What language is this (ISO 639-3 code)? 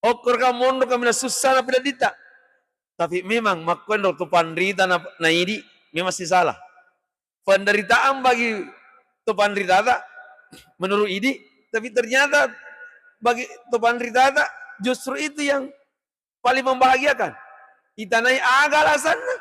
bug